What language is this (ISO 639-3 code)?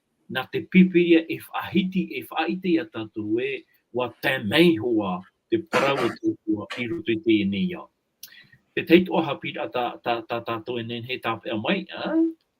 tah